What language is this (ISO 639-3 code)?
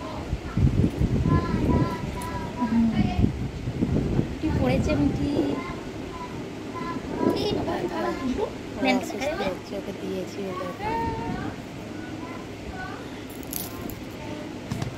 ben